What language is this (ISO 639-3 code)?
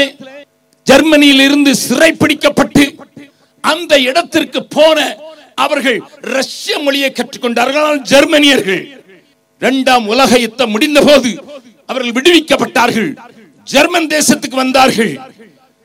tam